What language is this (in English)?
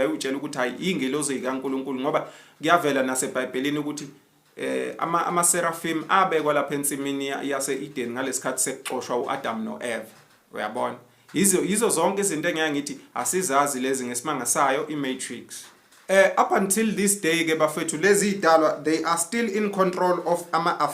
Zulu